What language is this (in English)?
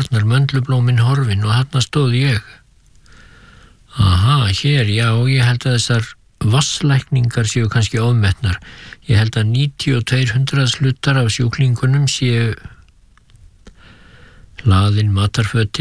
Icelandic